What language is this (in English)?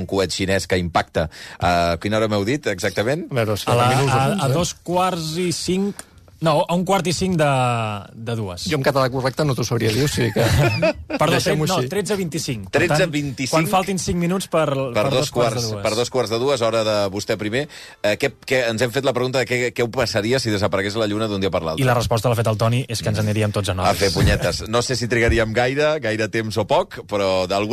Catalan